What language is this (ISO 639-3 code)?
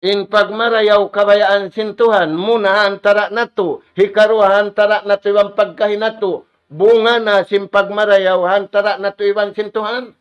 tsg